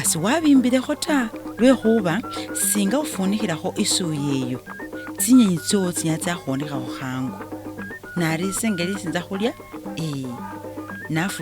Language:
Masaaba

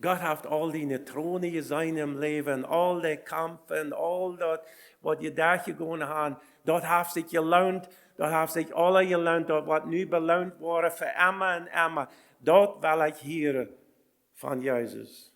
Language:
Plautdietsch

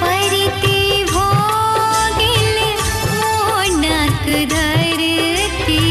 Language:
Maithili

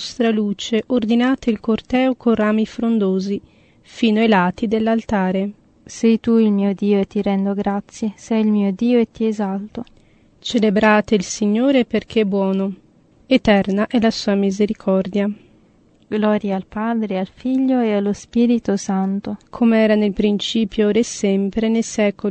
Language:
Italian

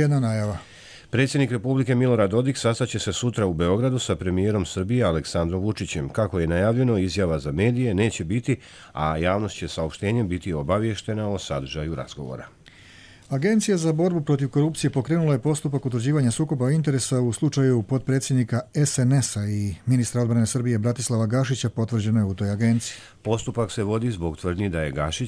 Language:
Serbian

